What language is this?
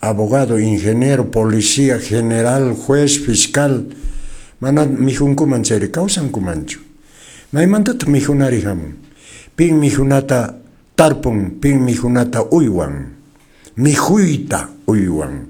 Quechua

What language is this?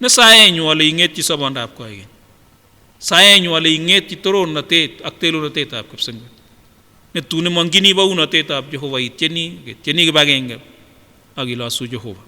Kipsigis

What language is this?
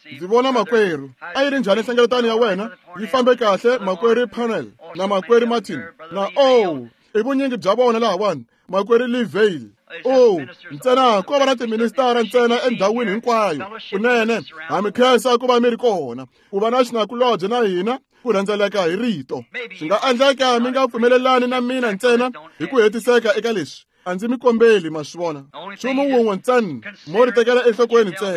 Tsonga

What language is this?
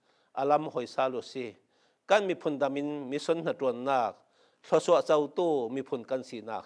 Falam Chin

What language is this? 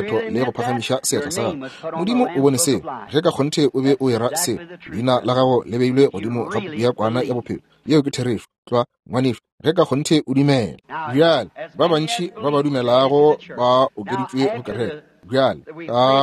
Northern Sotho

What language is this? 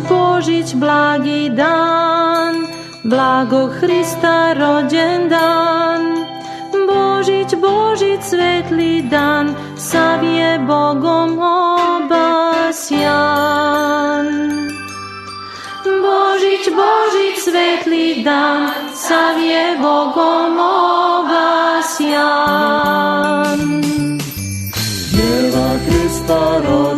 Serbian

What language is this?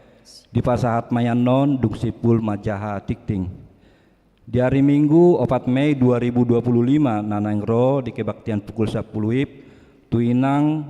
Batak Toba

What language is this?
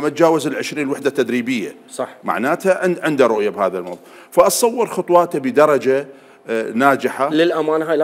Mesopotamian Arabic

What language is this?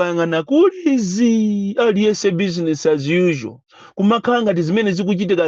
Nyanja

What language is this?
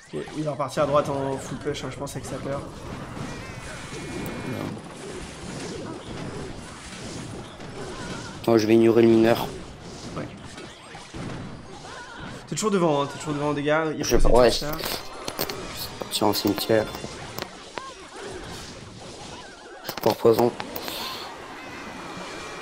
French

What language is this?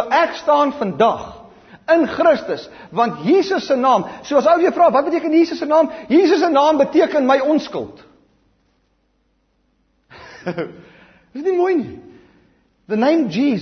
Afrikaans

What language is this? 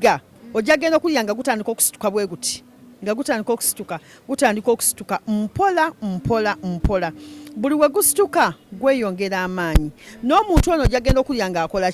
Ganda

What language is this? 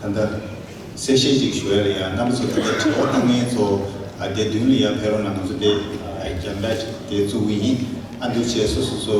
Tibetan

